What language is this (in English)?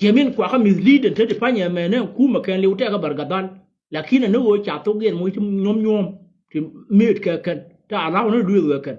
Nuer